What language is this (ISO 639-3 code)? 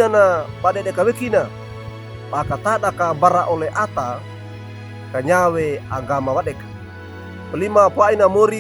wew